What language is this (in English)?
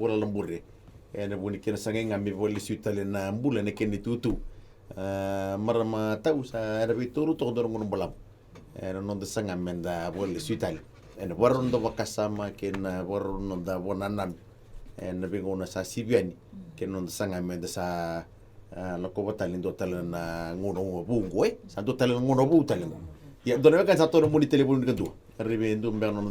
Fijian